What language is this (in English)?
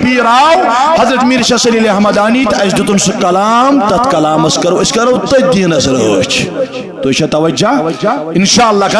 Kashmiri